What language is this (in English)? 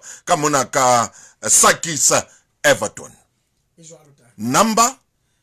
Southern Sotho